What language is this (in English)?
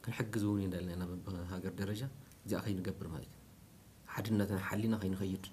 Tigrinya